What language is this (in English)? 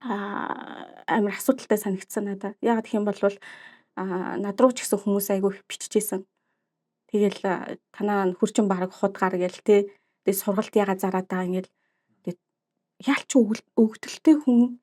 Mongolian